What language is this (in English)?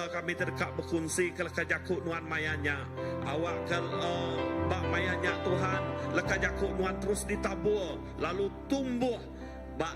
Iban